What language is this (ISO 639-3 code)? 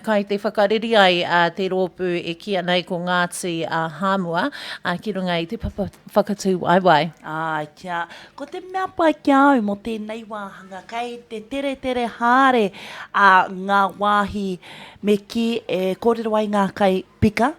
mri